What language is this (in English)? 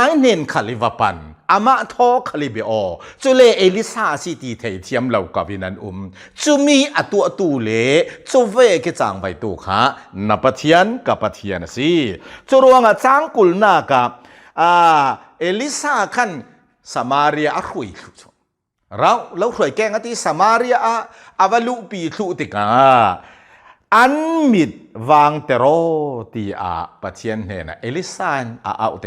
Hakha Chin